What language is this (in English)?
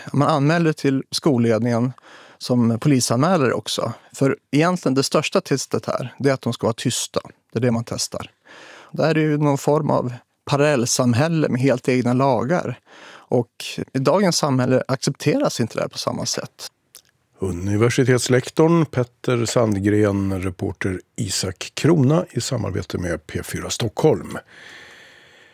Swedish